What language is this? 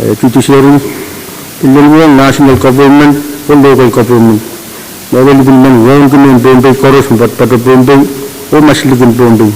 Pohnpeian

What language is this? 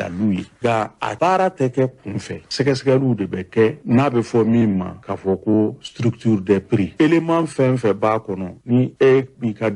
Bambara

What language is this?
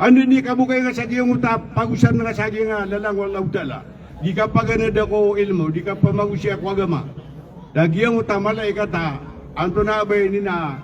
Maranao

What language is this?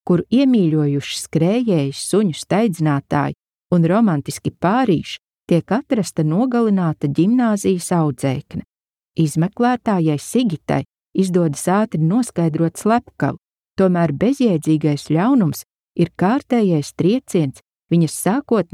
Latvian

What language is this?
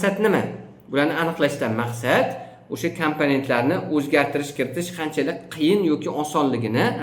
Uzbek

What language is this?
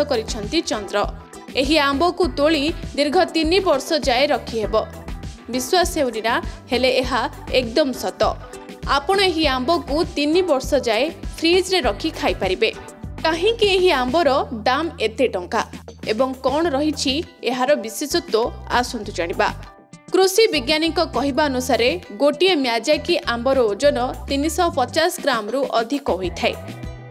Odia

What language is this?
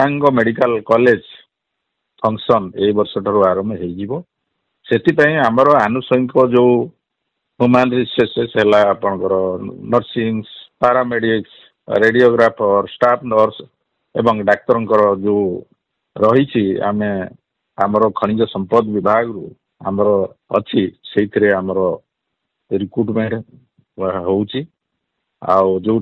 Odia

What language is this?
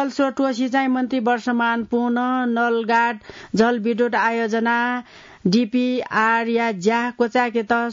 Newari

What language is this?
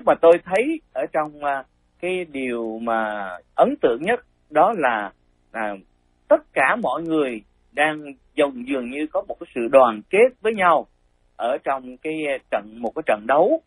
Vietnamese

